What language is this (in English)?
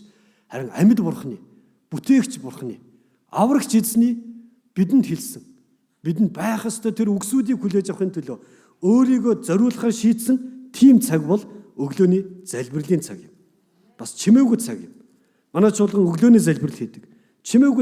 Mongolian